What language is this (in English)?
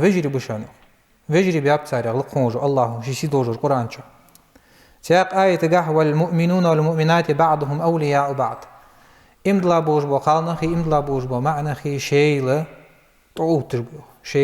Ingush